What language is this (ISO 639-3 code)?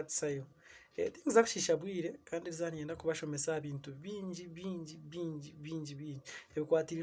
nyn